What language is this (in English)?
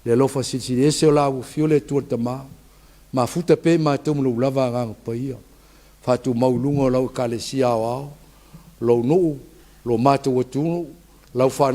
Samoan